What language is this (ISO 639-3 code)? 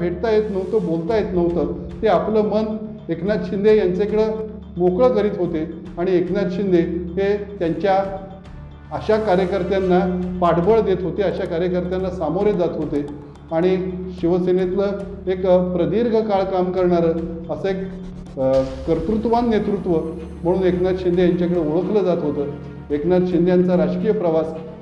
mar